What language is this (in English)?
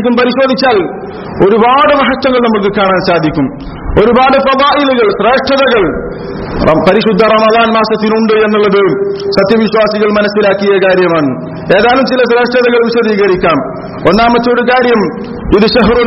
Malayalam